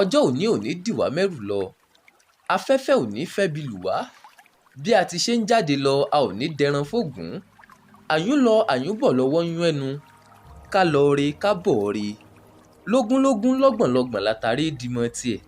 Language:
Yoruba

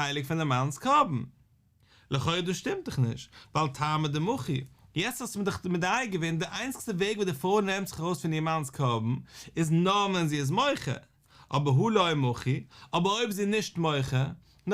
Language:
Yiddish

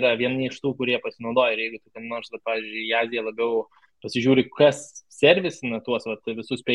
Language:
Lithuanian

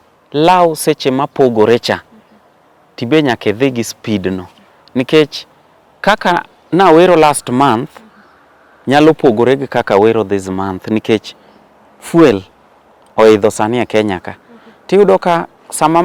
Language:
Luo (Kenya and Tanzania)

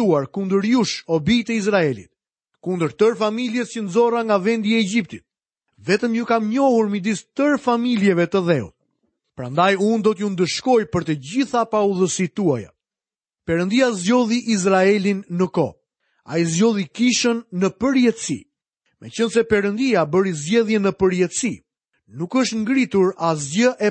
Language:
Albanian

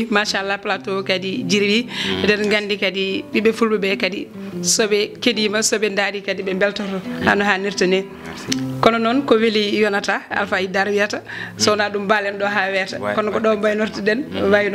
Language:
Fula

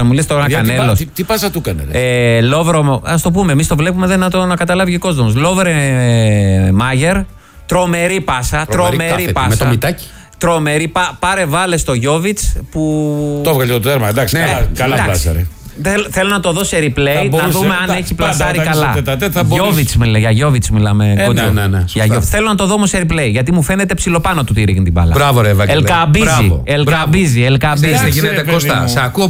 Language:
Greek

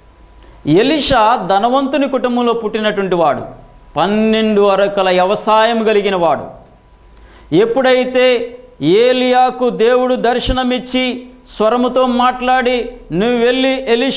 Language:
Telugu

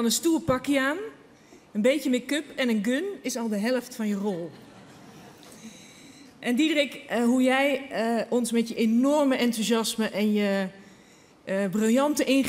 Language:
Dutch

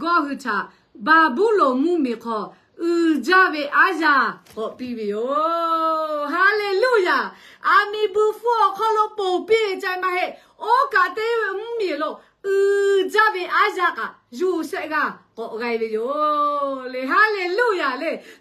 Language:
Lahu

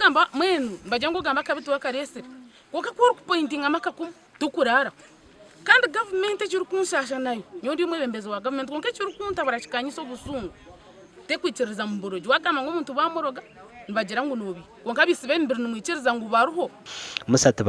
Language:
Nyankole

